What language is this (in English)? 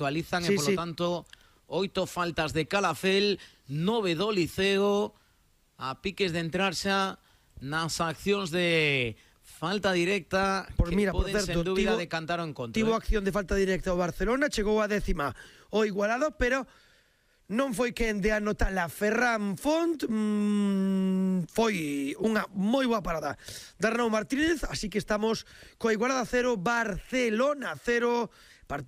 Galician